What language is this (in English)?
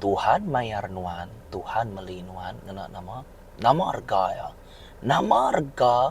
Iban